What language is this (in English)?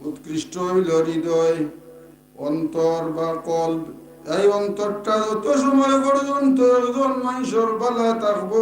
Sylheti